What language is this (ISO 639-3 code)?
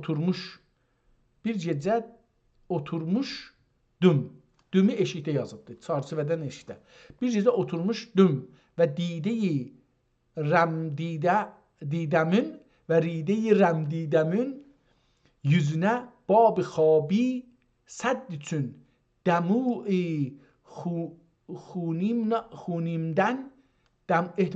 azb